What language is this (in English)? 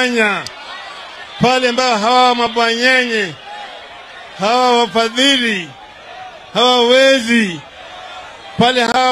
Swahili